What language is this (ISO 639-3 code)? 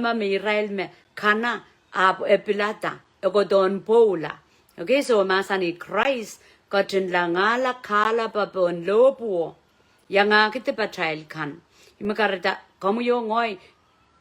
pon